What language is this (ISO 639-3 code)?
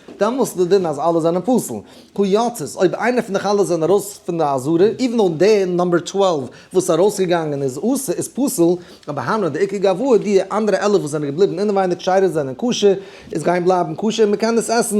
yid